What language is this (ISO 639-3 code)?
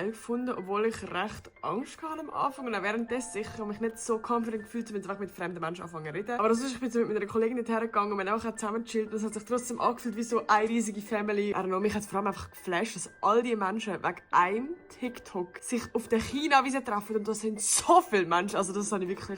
gsw